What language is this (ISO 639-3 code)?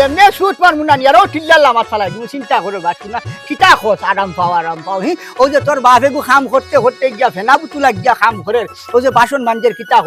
syl